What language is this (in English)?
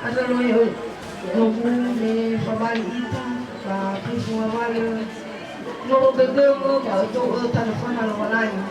Nias